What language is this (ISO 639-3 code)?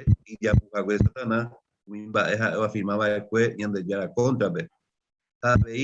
grn